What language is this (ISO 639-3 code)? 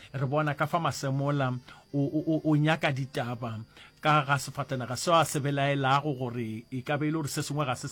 nso